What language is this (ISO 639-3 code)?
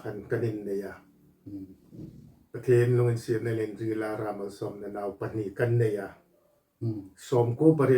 hmr